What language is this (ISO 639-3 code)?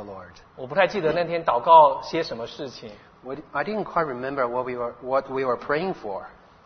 zho